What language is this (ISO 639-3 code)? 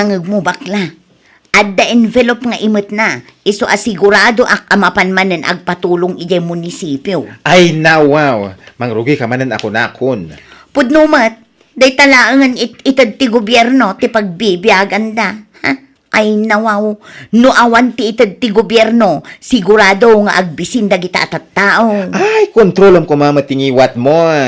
ilo